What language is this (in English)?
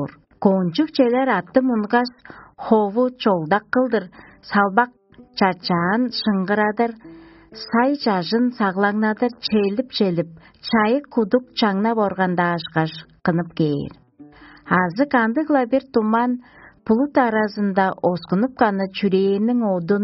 Tuvinian